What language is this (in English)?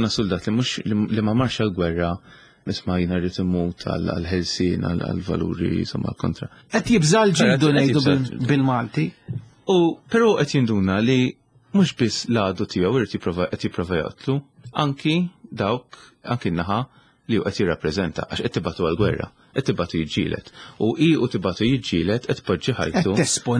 Maltese